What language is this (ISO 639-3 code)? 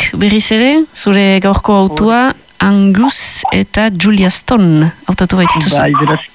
eus